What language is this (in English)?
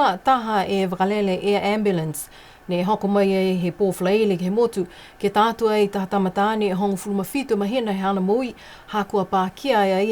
Niuean